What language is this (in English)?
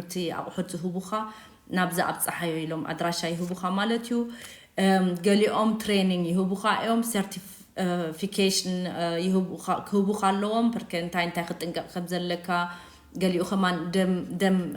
Tigrinya